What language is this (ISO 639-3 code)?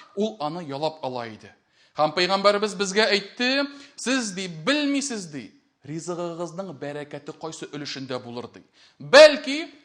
tat